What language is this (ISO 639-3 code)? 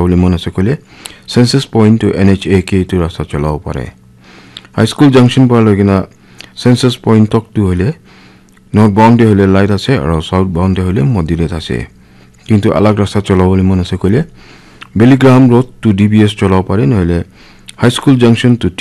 nag